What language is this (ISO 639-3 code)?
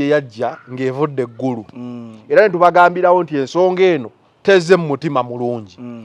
lug